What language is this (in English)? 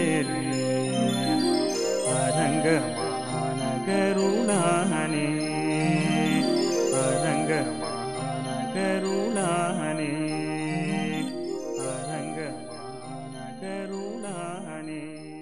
Tamil